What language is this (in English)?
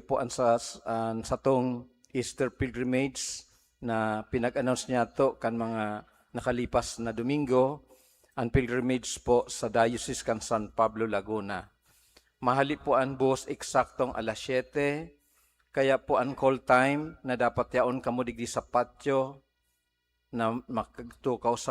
Bikol